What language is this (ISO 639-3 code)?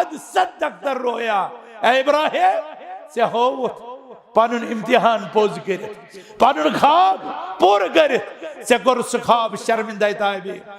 kas